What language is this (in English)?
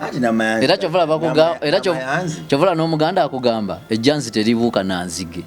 Ganda